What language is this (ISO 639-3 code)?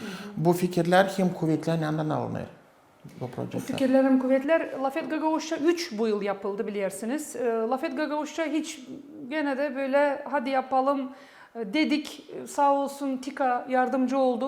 gag